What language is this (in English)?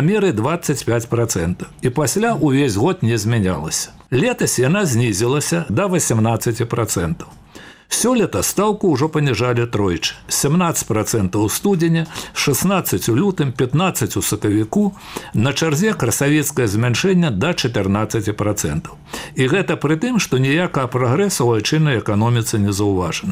Belarusian